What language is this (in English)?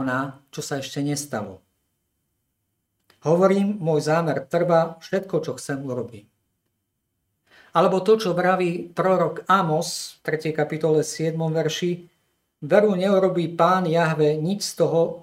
Slovak